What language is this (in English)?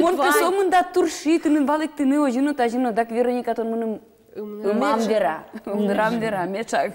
Udmurt